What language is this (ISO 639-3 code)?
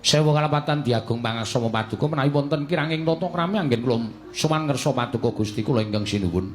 jav